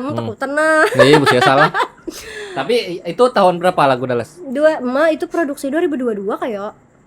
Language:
Banjar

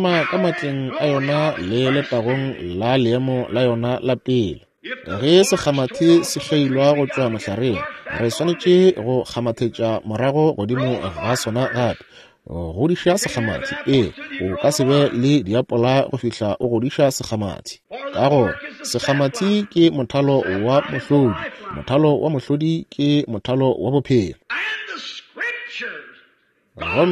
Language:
Northern Sotho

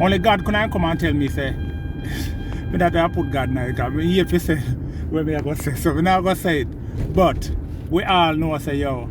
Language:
Jamaican Creole English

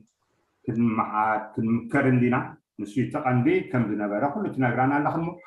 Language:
Tigrinya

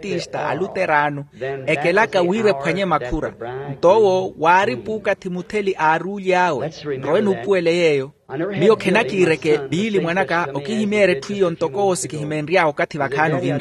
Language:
Makhuwa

